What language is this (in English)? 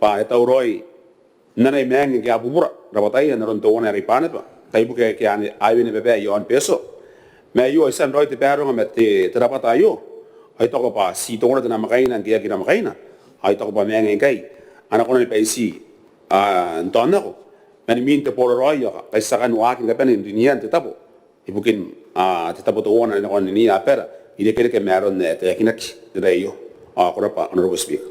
Gilbertese